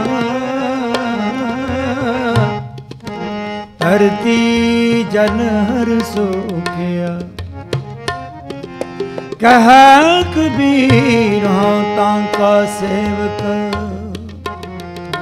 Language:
Punjabi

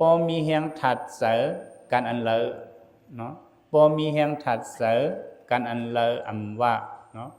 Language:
Lao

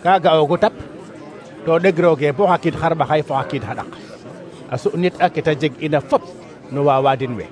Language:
Serer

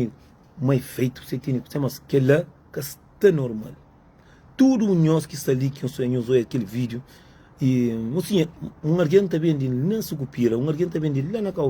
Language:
Kabuverdianu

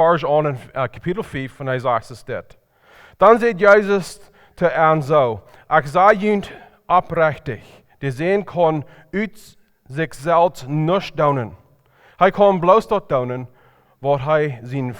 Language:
Plautdietsch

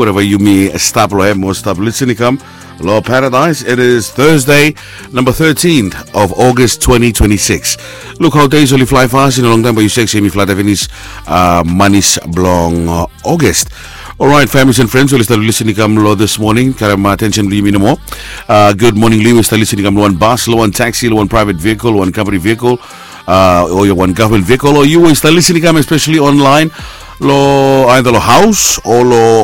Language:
Bislama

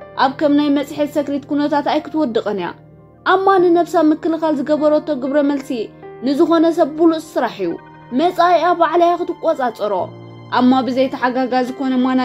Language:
Tigrinya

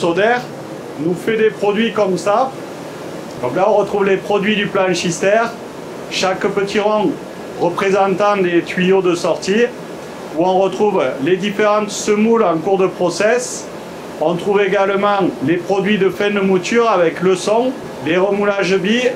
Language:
French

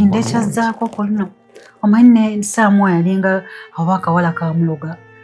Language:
Ganda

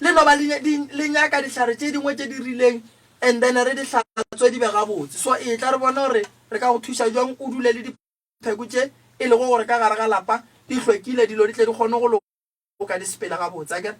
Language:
Northern Sotho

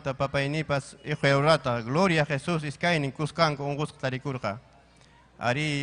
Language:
Ayacucho Quechua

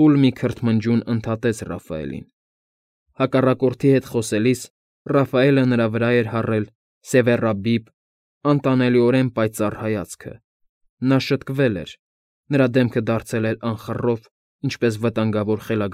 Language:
Armenian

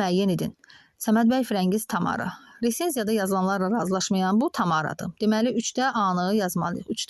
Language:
Azerbaijani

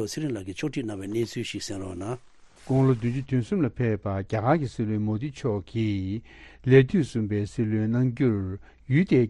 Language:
Tibetan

